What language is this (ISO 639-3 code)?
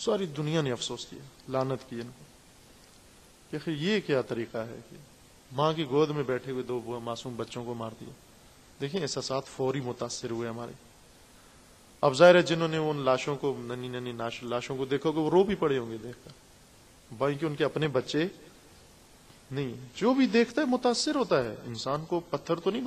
urd